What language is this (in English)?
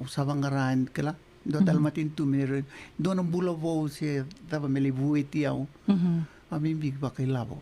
Fijian